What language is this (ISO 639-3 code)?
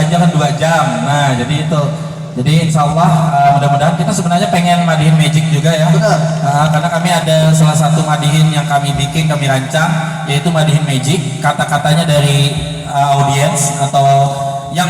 bjn